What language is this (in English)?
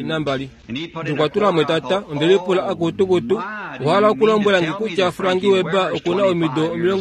Kuanyama